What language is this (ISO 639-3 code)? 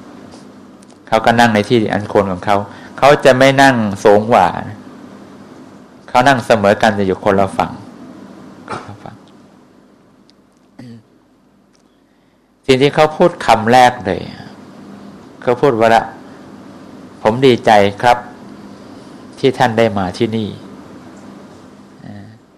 tha